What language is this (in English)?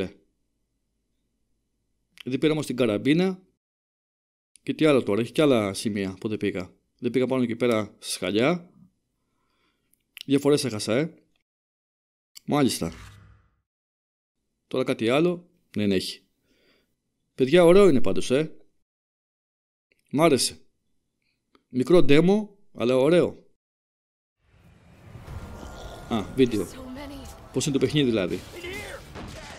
Greek